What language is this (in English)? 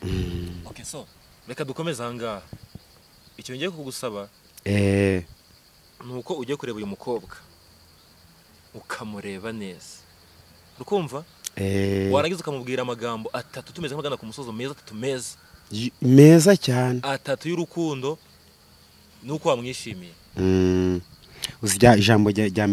Kinyarwanda